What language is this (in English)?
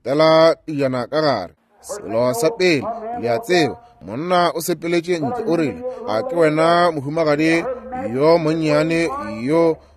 Northern Sotho